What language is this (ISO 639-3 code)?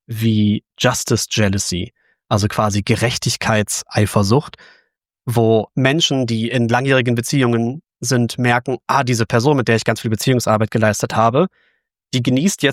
deu